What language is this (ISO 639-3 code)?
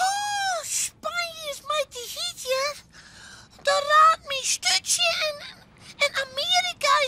fry